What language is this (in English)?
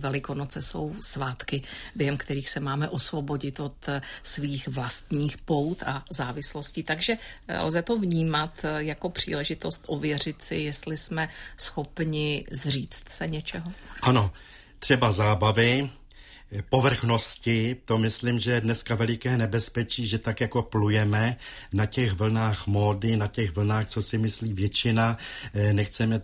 Czech